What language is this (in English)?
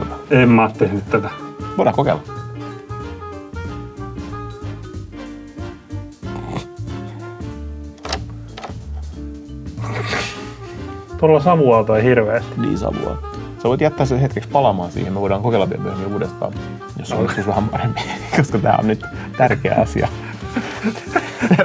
Finnish